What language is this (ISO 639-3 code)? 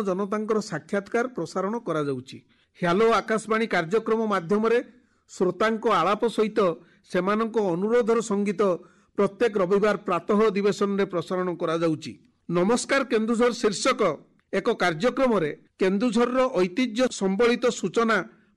ori